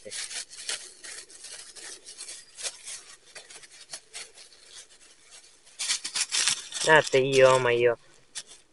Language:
Ukrainian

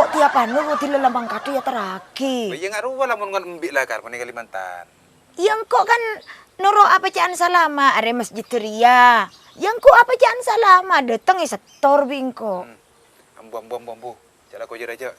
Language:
Madurese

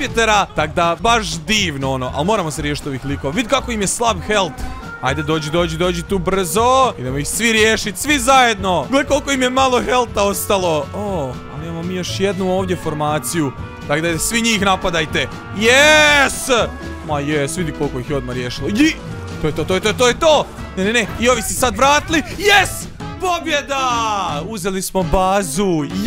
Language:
Croatian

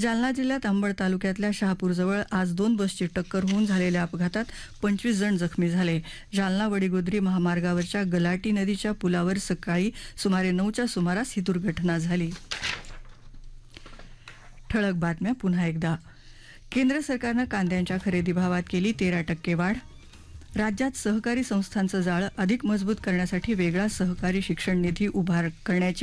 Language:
Marathi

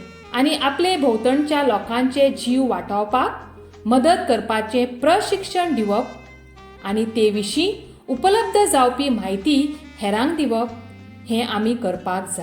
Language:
Konkani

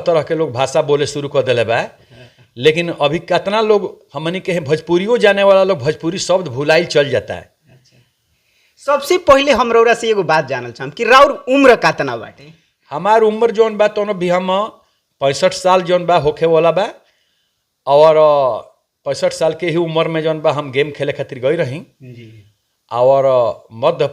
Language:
Bhojpuri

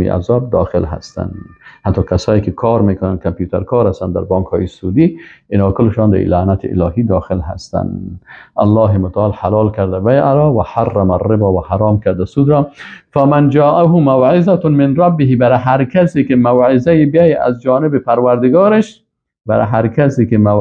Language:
Persian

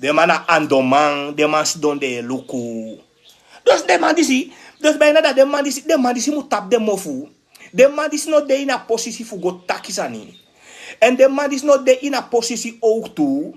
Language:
Sranan Tongo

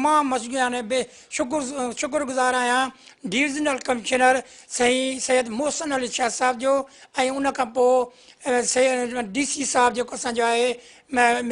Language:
Sindhi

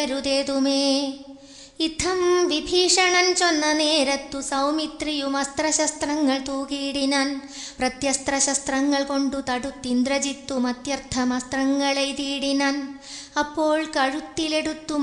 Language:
Malayalam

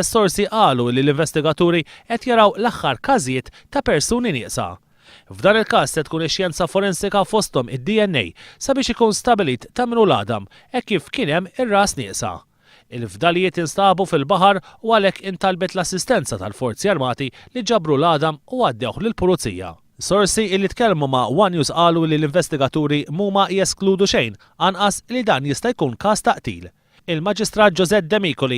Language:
Maltese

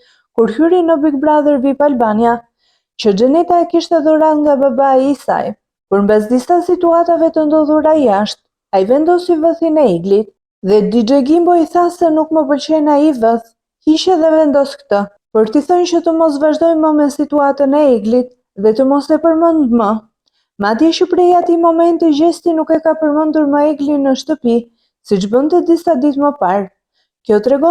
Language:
Albanian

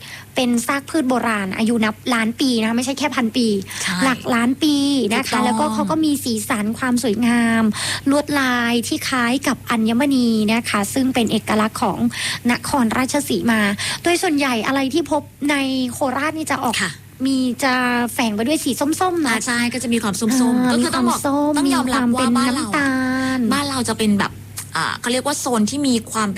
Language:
Thai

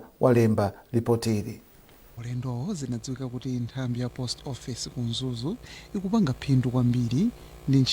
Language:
Nyanja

